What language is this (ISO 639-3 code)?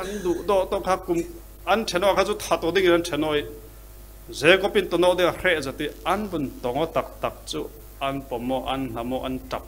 cfm